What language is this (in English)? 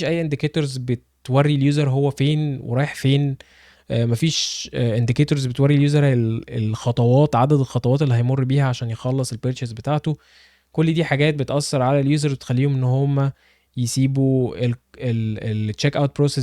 Egyptian Arabic